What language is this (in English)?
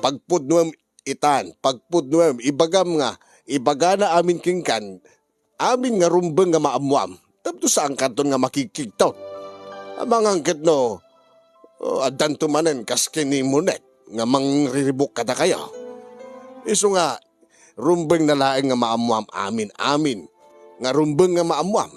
Iloko